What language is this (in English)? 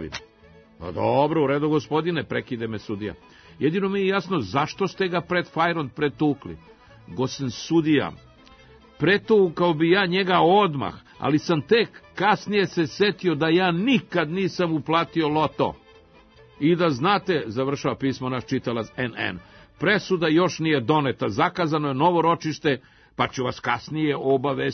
Serbian